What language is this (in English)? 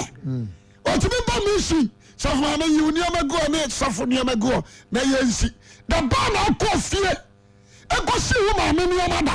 Akan